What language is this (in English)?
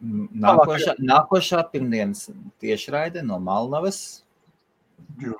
Latvian